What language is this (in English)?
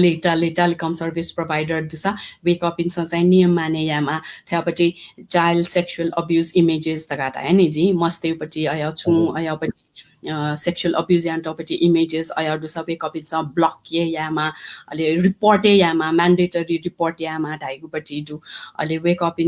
Newari